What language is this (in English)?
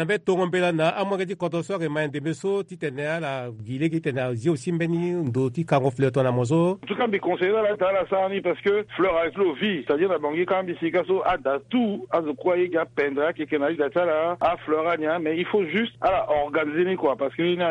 Sango